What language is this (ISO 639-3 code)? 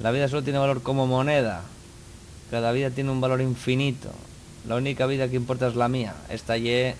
ast